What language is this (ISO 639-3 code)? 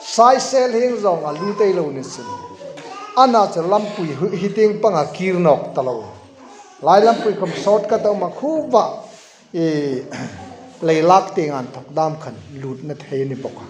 hmr